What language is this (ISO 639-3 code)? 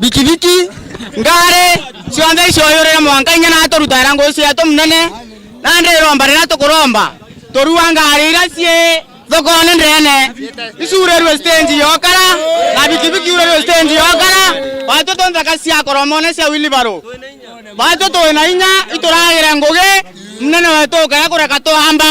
mer